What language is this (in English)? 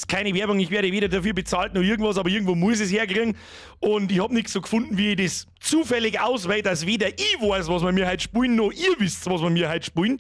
Bavarian